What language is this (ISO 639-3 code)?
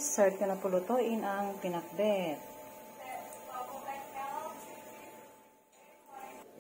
fil